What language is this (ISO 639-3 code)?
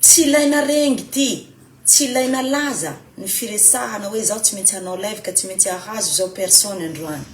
mlg